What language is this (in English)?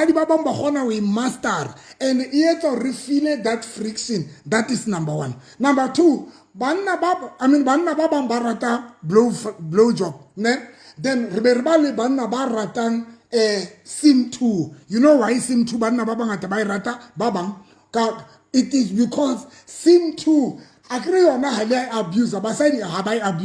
Southern Sotho